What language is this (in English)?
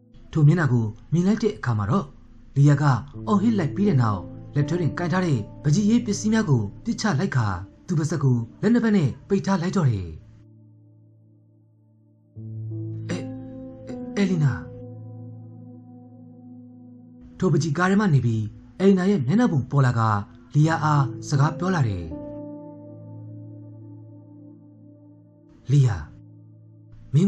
Burmese